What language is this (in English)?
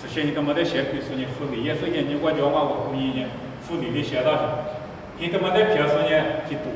Lisu